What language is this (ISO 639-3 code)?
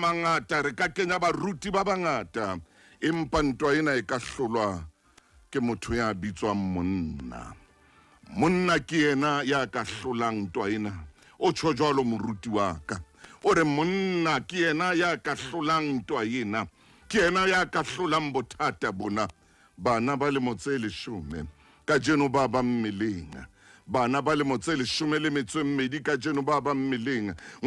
sot